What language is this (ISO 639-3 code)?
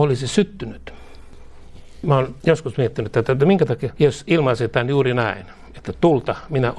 fin